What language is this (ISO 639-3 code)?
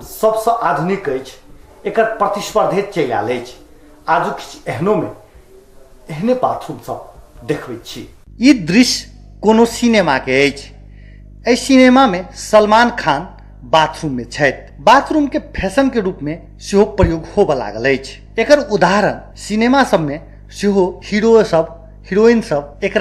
mai